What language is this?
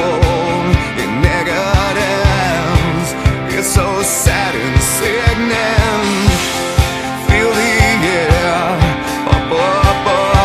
English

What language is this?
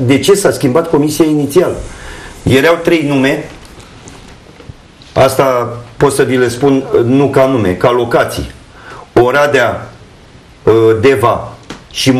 Romanian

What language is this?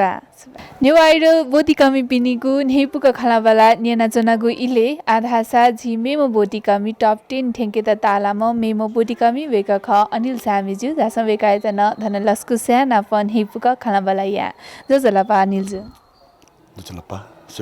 Newari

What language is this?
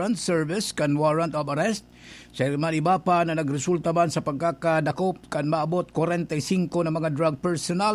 Bikol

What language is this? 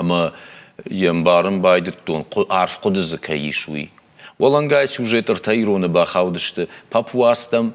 Ossetic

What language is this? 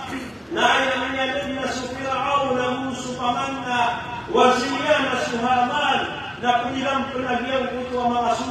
Maranao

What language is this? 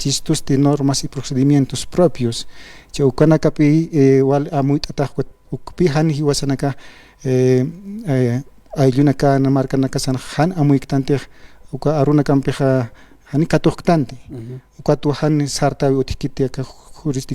Aymara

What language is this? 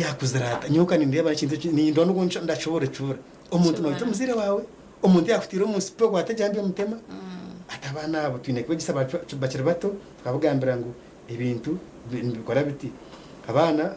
Nyankole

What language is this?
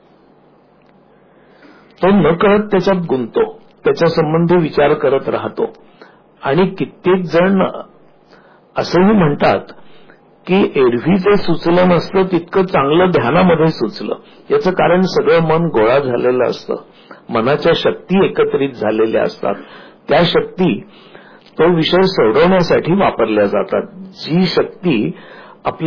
Marathi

